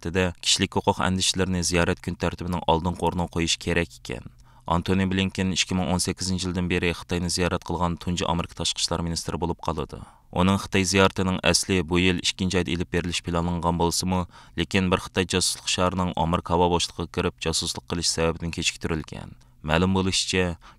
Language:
Uyghur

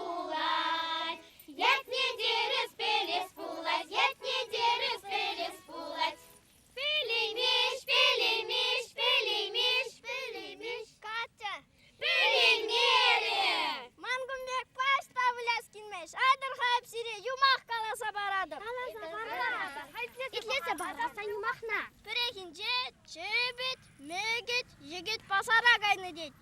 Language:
Chuvash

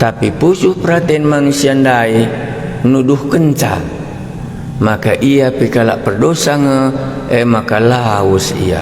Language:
Batak Karo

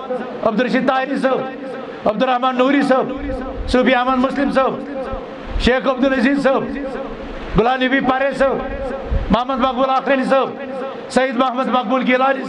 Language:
Kashmiri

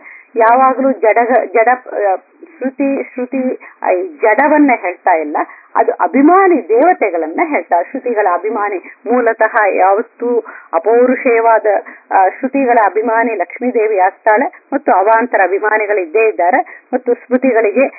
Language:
Kannada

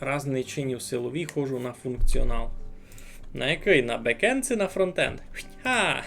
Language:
Rusyn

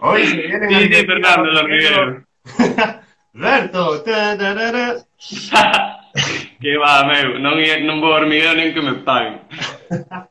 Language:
Galician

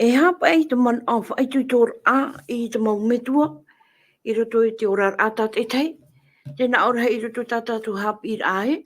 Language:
Tahitian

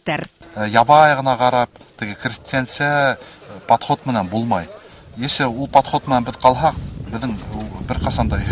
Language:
Bashkir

